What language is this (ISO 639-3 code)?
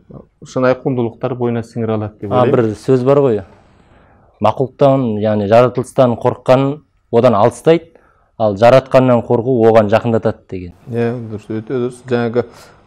kaz